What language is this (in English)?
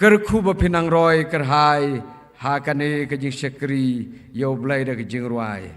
Khasi